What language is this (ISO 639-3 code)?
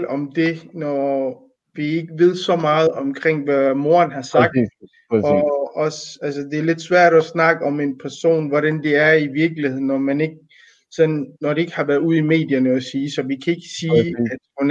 dan